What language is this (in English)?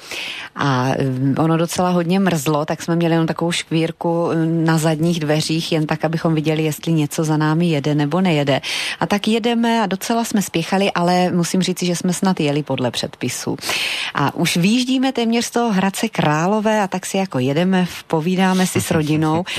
Czech